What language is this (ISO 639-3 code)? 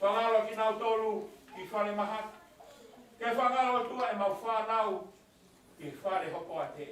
ton